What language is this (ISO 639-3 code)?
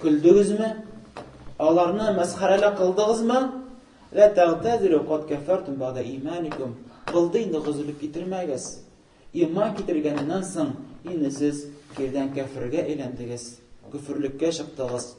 tat